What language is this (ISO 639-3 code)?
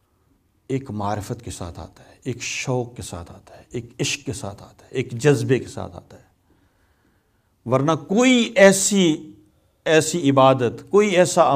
urd